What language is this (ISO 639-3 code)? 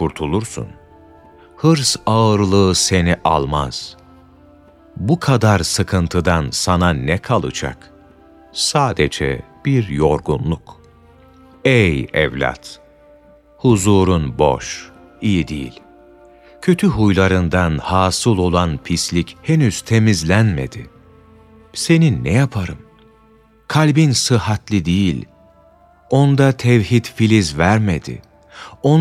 tur